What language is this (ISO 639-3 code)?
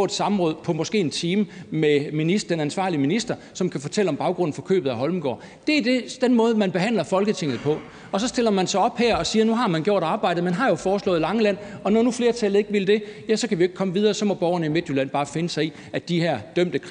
dan